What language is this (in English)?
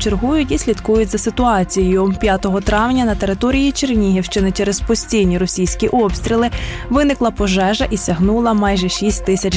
Ukrainian